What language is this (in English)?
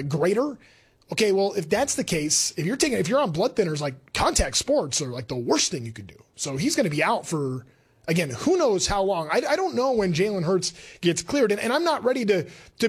English